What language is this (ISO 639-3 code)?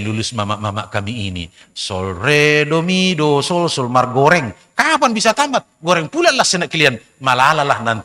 bts